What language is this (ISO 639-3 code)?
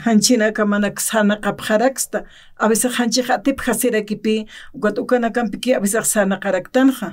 aym